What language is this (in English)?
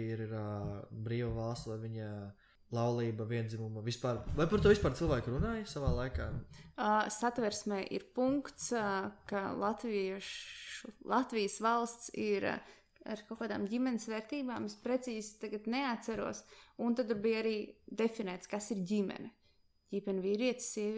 Latvian